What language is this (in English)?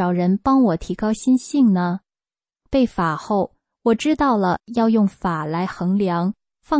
Chinese